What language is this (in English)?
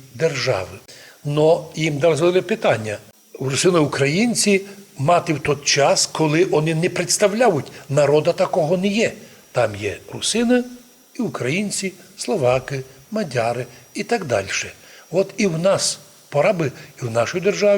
Rusyn